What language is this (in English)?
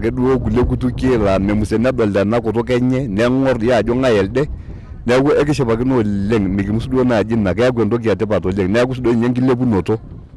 Masai